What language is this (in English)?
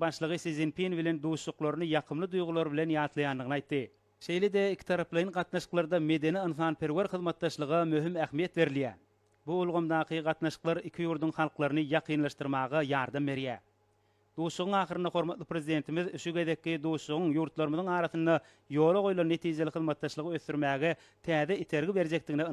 Turkmen